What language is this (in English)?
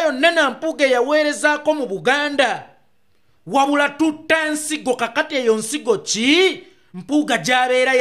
Ganda